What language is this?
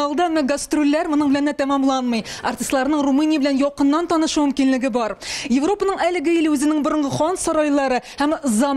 Tatar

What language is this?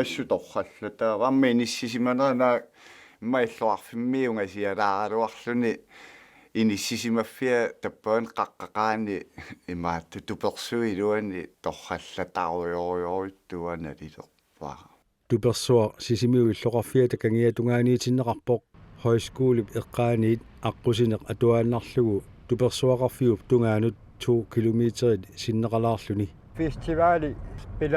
Kalaallisut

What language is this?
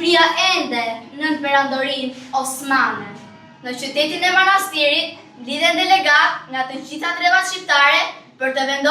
Albanian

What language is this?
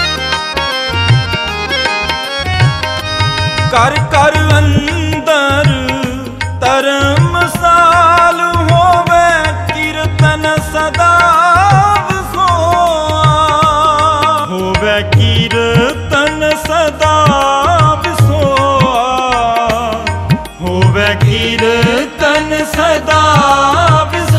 Punjabi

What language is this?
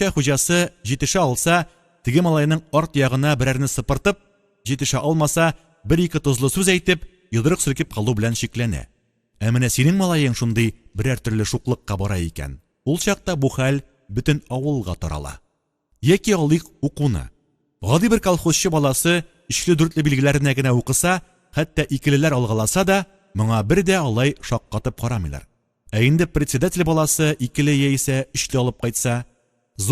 Tatar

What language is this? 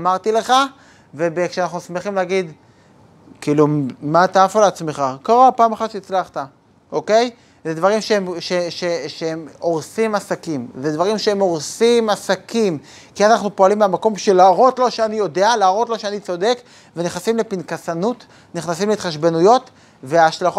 Hebrew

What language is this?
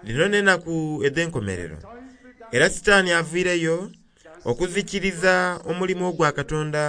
Soga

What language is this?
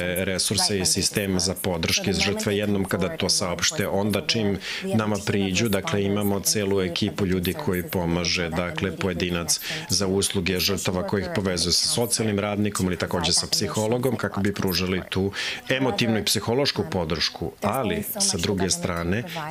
Serbian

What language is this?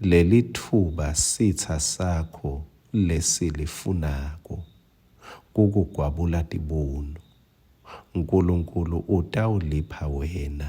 Swati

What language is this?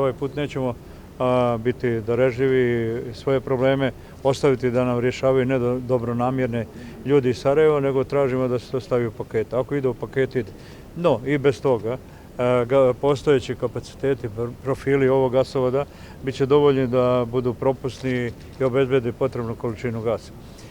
Bosnian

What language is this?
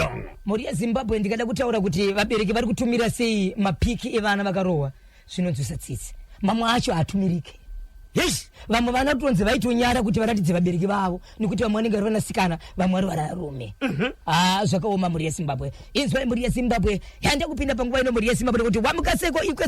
Shona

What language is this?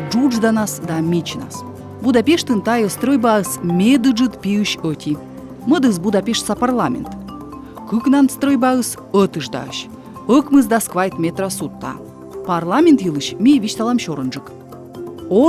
Komi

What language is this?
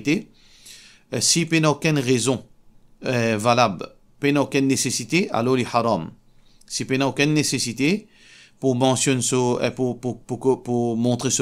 Morisyen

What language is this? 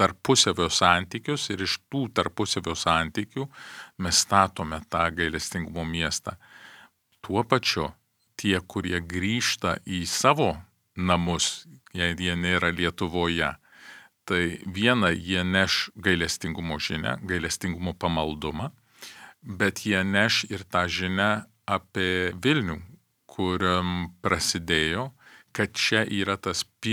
Lithuanian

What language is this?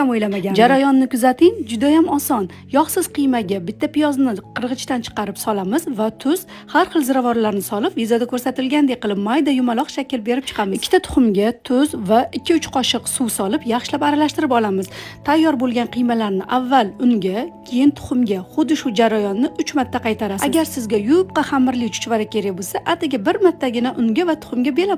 Uzbek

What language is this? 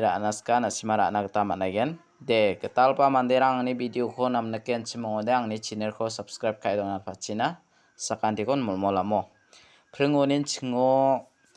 Garo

